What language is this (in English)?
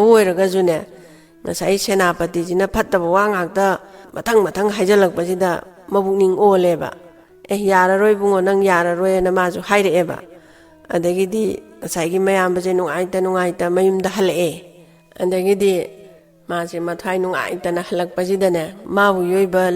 Manipuri